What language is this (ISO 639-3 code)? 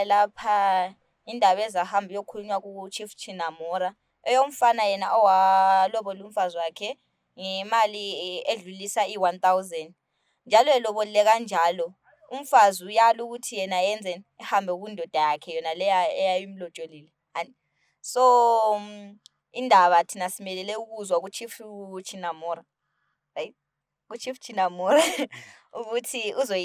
sna